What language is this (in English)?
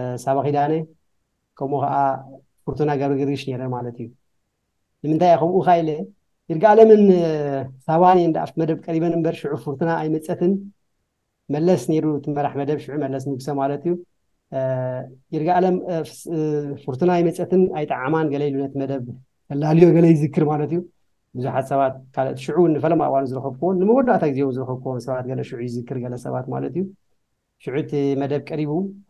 Tigrinya